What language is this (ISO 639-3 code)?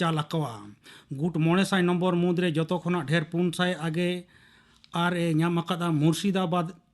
sat